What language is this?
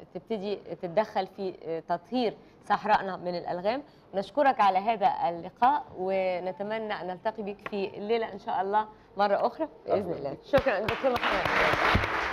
Egyptian Arabic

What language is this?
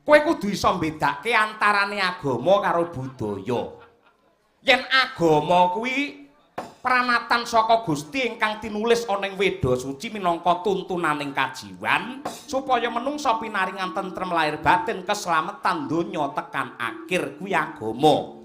Javanese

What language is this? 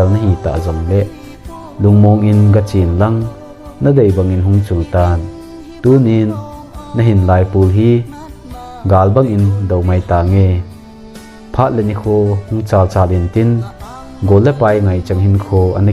Thado Chin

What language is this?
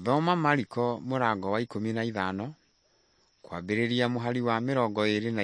Kikuyu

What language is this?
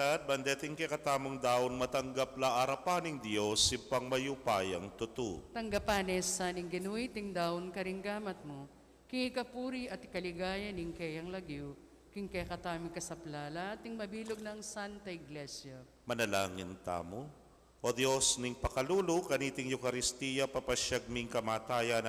Pampanga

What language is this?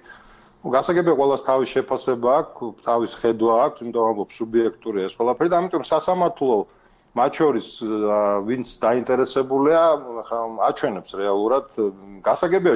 Georgian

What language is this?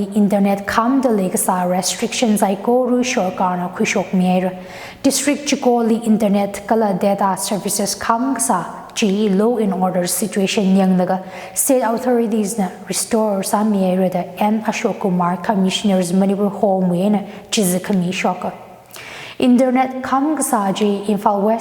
Tangkhul Naga (India)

